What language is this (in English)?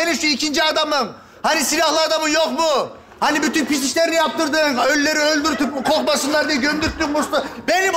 Turkish